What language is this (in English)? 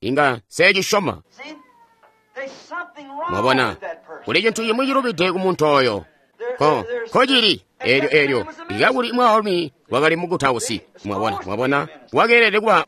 Tonga (Zambia)